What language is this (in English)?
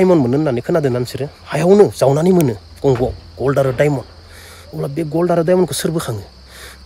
Bodo